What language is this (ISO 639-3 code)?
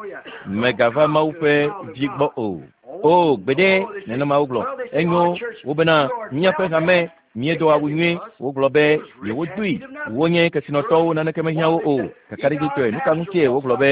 ewe